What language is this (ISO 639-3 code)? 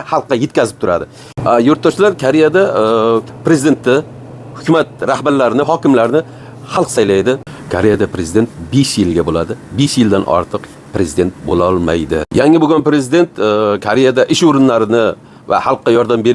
uzb